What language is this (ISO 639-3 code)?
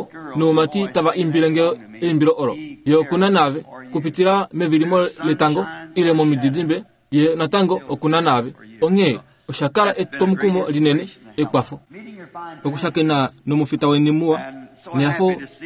kua